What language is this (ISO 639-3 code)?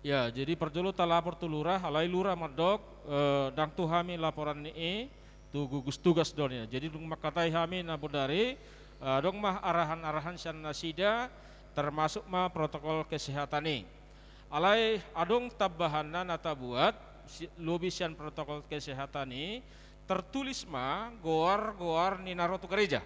bbc